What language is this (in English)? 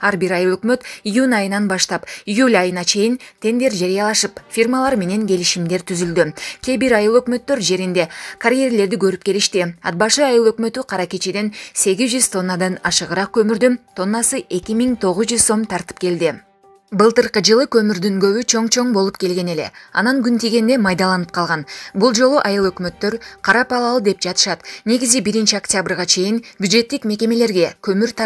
Kyrgyz